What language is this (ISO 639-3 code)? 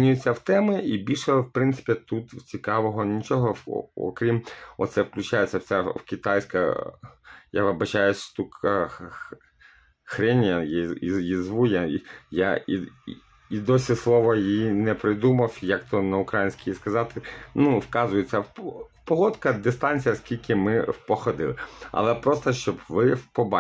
ukr